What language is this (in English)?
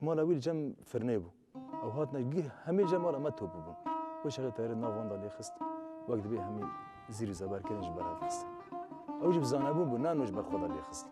Kurdish